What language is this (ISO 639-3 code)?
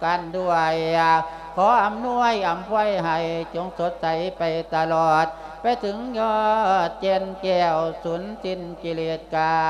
lao